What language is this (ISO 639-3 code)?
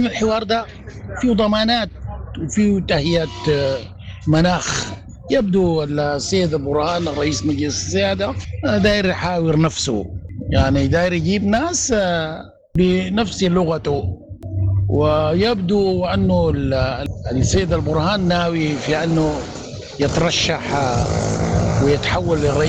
apd